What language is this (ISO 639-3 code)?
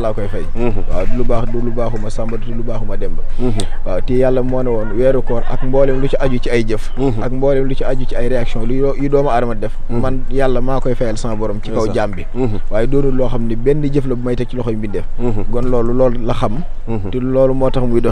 wol